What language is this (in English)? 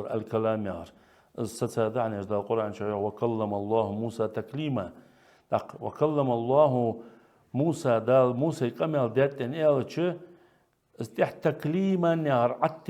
Ingush